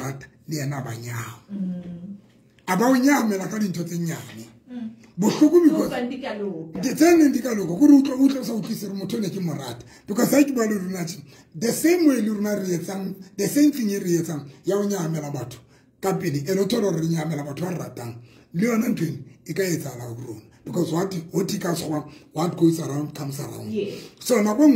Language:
Southern Sotho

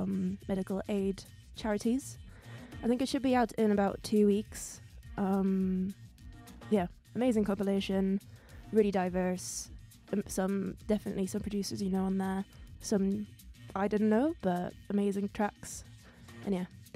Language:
English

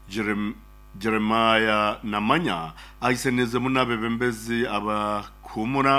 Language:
Nyoro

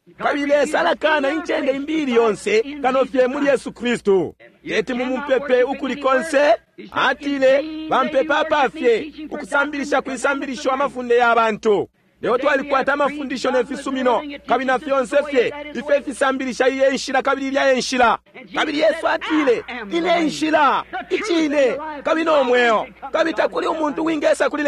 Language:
Bemba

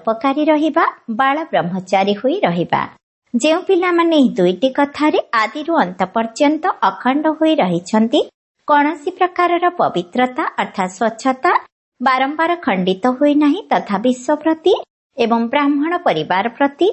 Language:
Odia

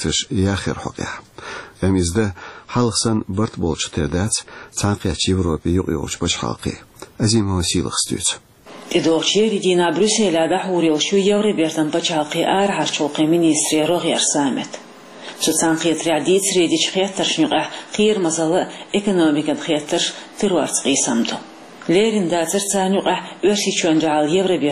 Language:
Chechen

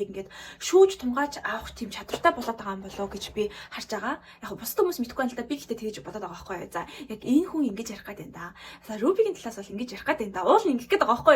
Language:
Mongolian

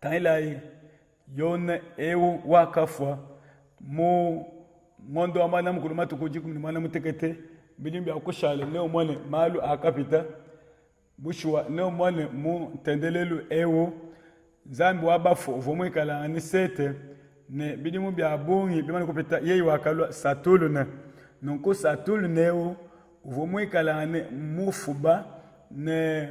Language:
Luba-Lulua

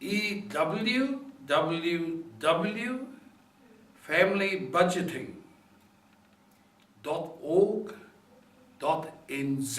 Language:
Māori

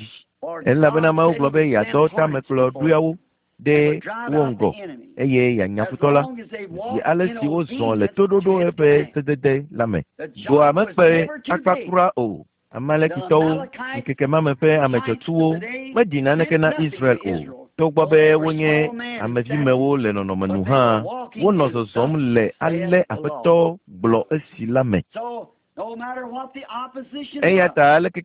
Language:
Ewe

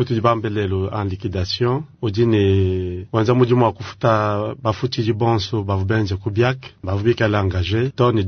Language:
Luba-Lulua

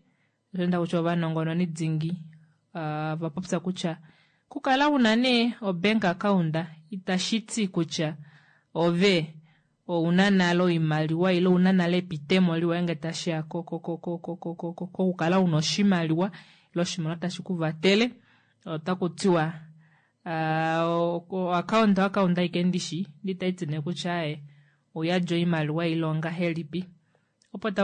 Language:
Kuanyama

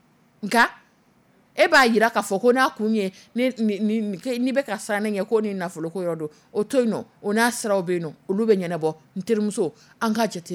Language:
Dyula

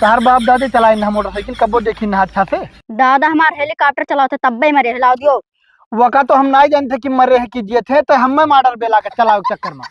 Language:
Awadhi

